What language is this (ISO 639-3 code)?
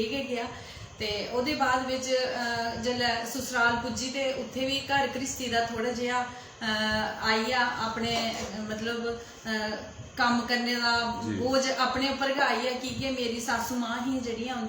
doi